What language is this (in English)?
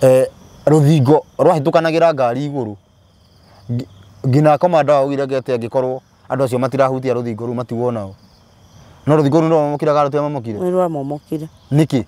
Kikuyu